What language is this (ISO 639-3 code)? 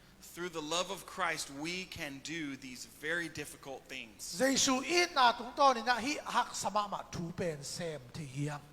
ctd